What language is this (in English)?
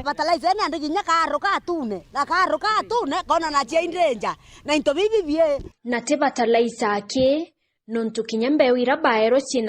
Meru